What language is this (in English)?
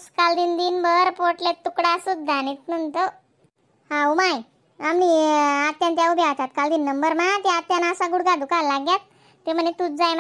Khandesi